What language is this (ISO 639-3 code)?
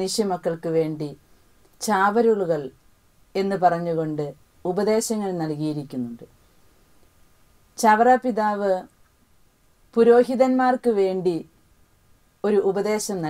mal